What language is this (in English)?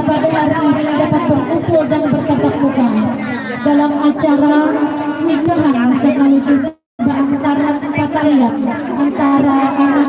Banjar